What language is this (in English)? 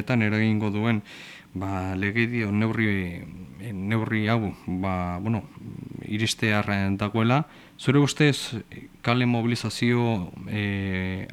Basque